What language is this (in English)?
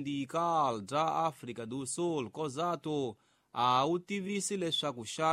Tsonga